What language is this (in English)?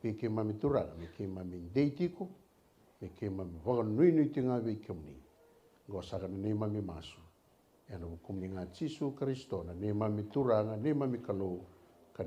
Fijian